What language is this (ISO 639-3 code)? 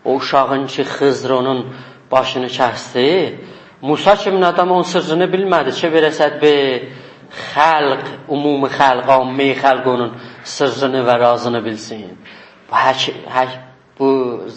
azb